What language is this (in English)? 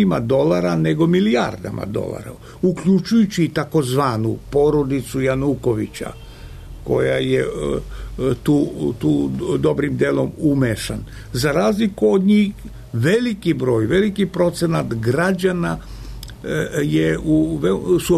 Serbian